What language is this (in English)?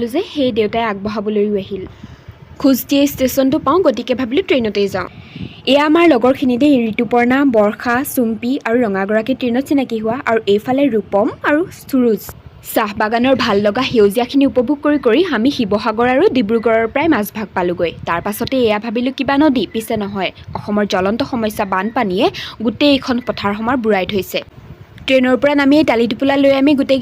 Assamese